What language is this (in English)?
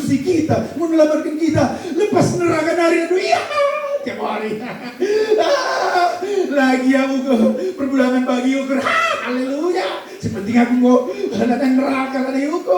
Batak Karo